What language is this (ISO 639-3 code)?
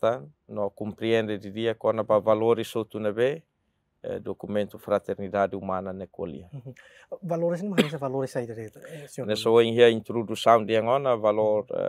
tet